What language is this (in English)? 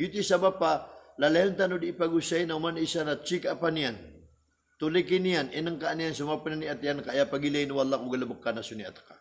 Maranao